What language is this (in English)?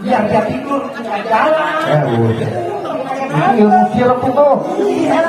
Betawi